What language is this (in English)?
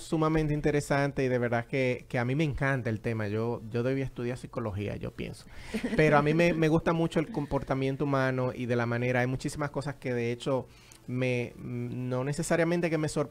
Spanish